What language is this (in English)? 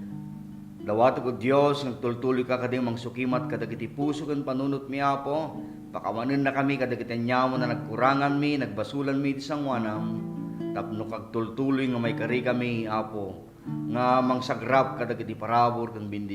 Iloko